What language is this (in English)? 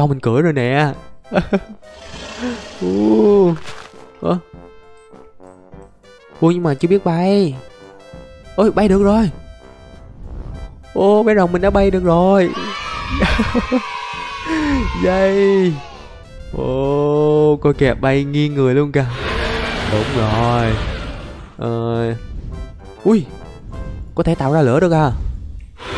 Vietnamese